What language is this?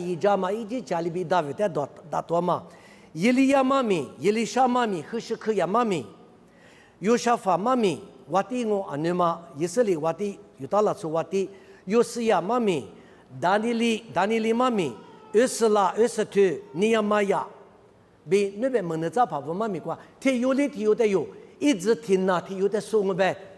Lisu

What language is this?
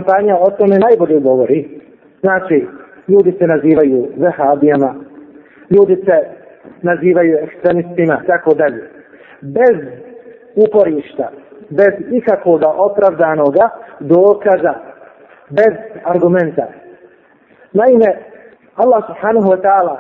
Bosnian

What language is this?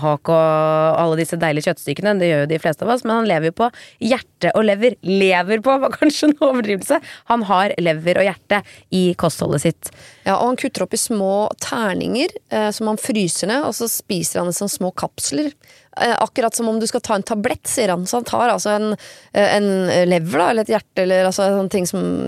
Norwegian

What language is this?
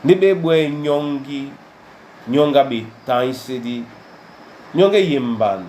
Duala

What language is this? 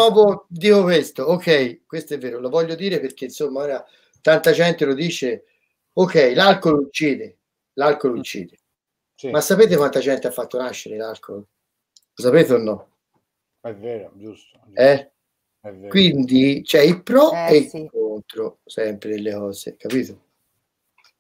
Italian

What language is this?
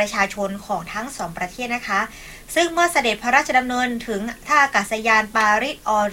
Thai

